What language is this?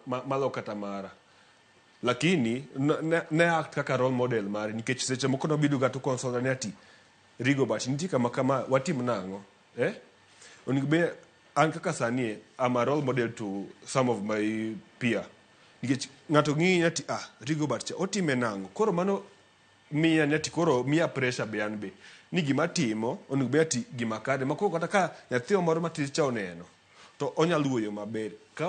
Luo (Kenya and Tanzania)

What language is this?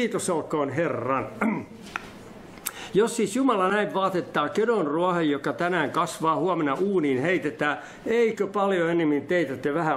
Finnish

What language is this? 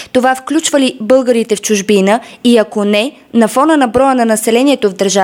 Bulgarian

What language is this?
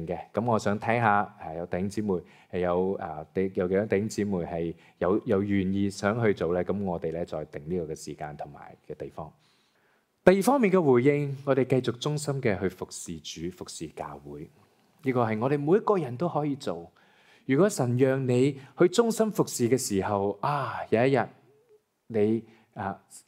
Cantonese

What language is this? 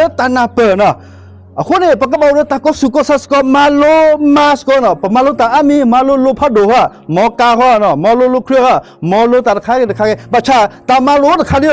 S'gaw Karen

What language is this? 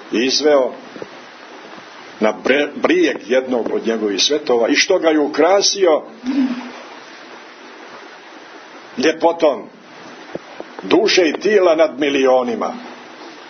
Serbian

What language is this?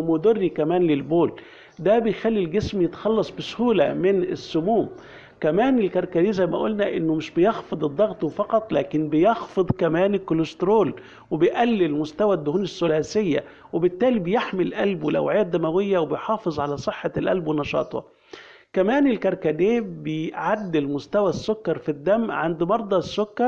Egyptian Arabic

